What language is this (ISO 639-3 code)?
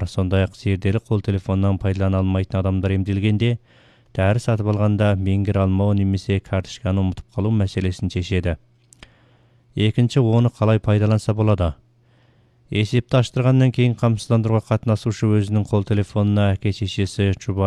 kaz